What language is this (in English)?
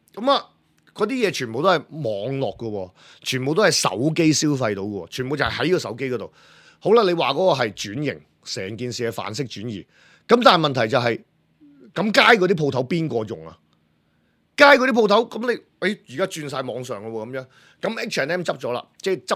Cantonese